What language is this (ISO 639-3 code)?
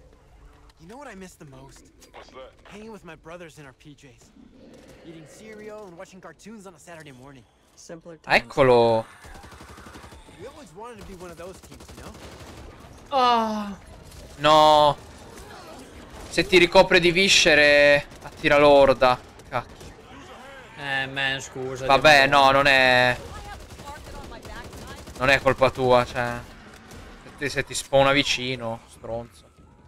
ita